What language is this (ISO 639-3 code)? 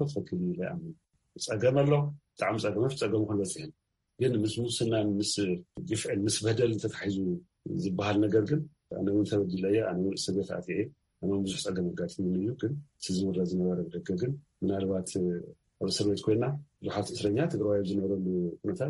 tir